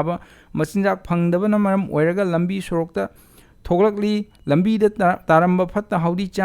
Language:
Manipuri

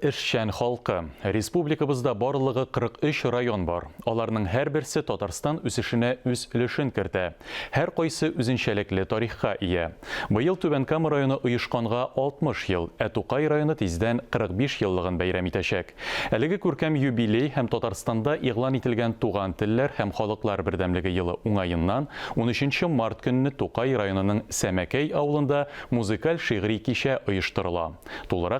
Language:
Tatar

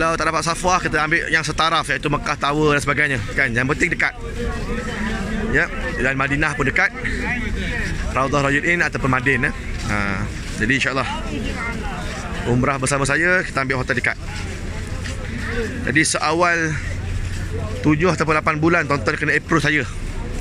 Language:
Malay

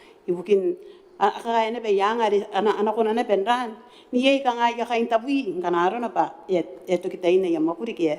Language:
Gilbertese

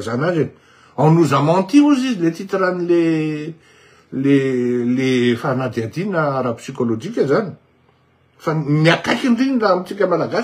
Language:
Malagasy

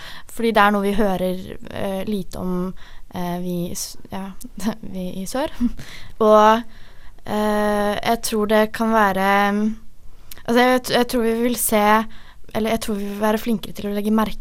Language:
Norwegian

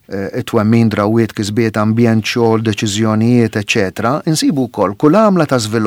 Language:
Maltese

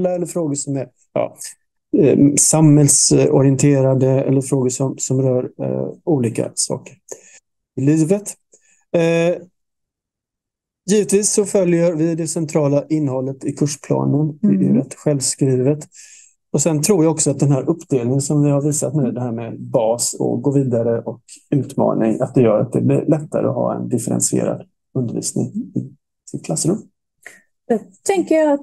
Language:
Swedish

